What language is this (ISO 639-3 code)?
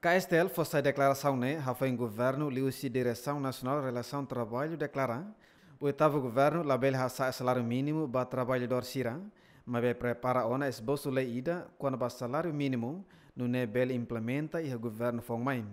tet